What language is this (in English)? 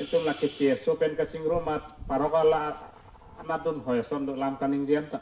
Karbi